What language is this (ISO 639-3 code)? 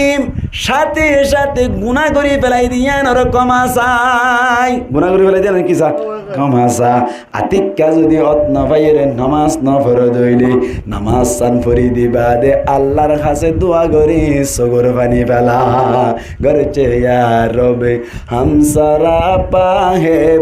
rhg